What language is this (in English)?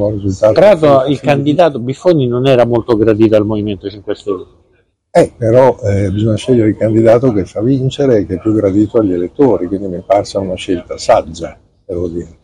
Italian